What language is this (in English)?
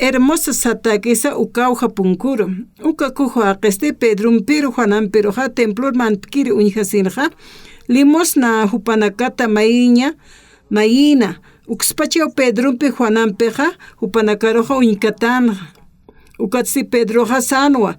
Aymara